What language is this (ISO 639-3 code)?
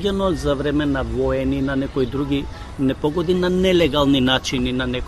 mkd